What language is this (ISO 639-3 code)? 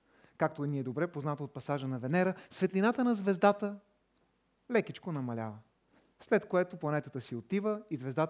bul